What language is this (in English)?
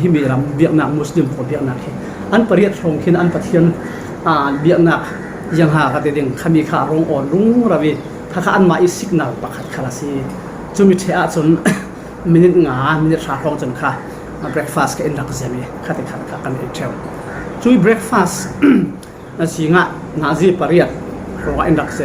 Falam Chin